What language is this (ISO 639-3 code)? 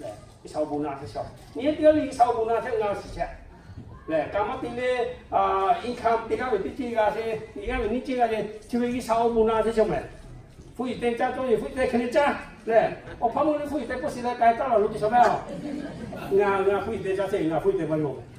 lhu